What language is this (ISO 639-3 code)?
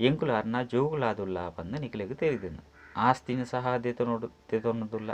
tcy